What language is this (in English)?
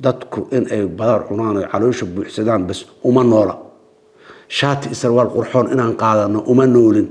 Somali